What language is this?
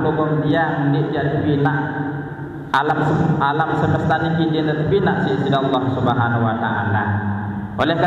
Sasak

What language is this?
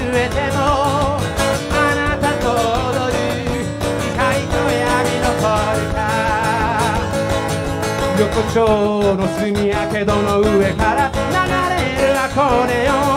Japanese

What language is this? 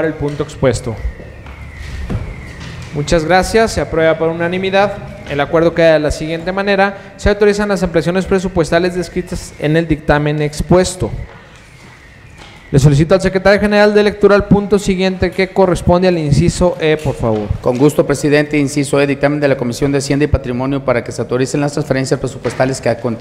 Spanish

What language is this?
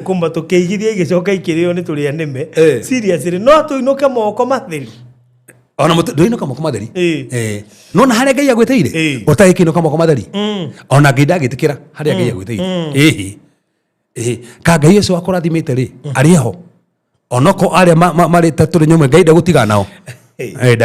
Kikuyu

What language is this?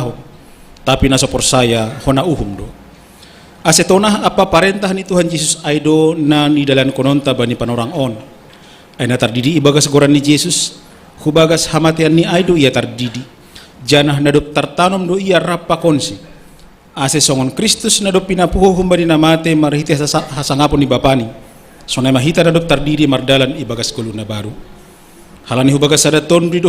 Batak Simalungun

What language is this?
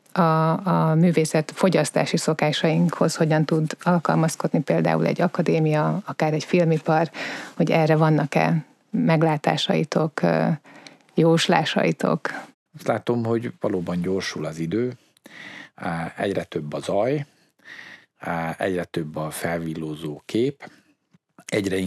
Hungarian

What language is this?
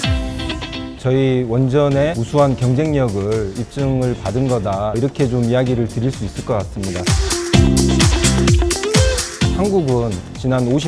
Korean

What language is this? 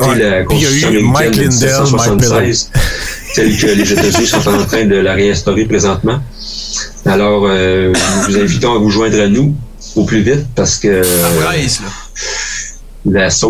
French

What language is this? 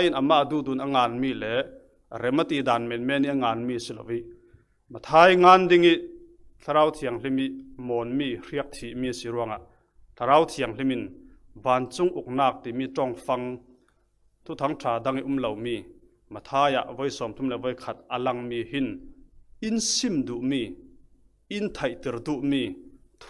Falam Chin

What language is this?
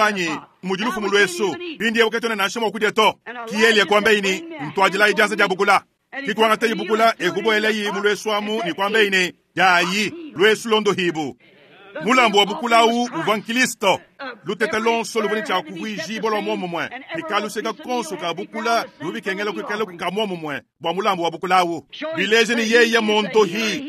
Luba-Lulua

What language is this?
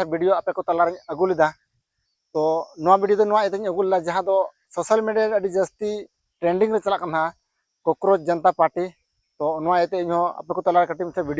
Santali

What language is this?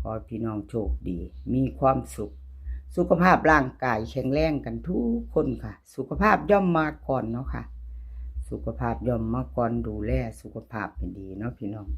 Northeastern Thai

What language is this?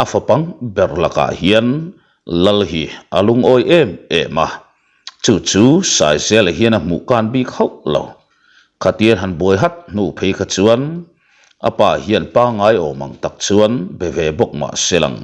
Mizo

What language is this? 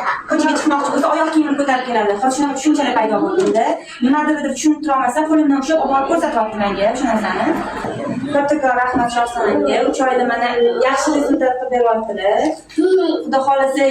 Uzbek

